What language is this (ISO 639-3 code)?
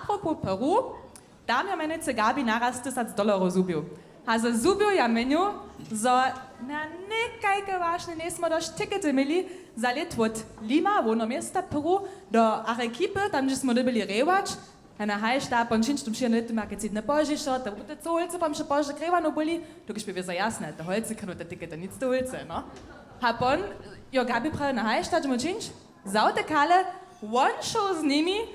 hsb